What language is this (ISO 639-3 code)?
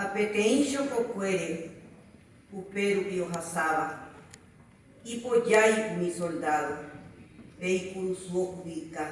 grn